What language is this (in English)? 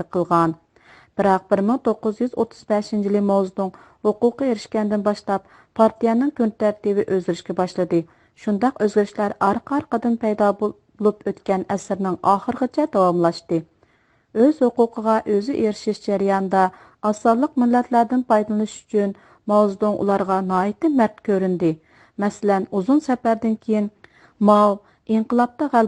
Uyghur